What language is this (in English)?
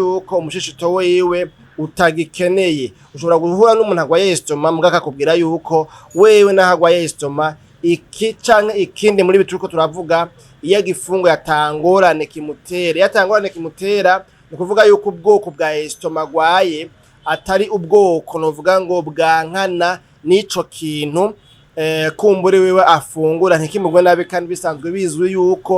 Rundi